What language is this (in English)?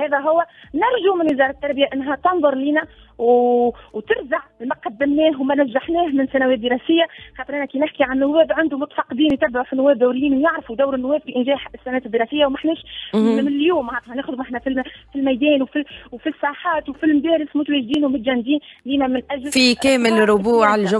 Tunisian Arabic